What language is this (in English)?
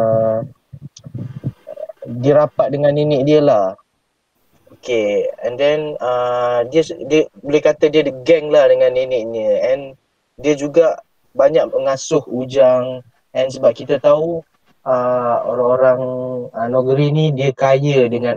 Malay